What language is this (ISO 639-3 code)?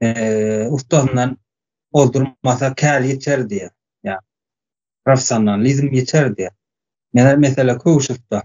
tuk